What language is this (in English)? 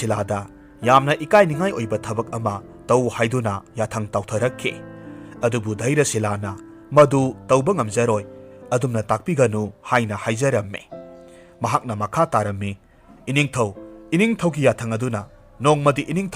Manipuri